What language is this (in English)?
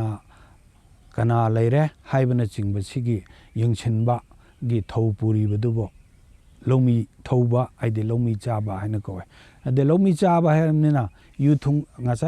Manipuri